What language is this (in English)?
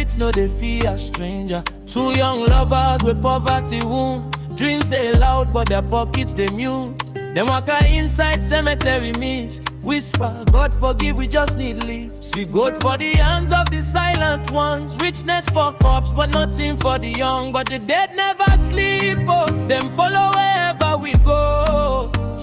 Nigerian Pidgin